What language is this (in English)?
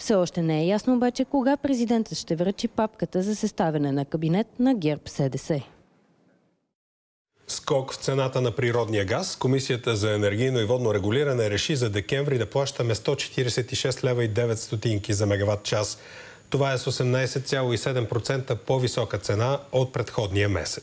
Bulgarian